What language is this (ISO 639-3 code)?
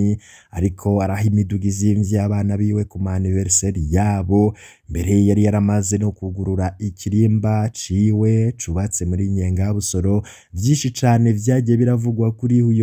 run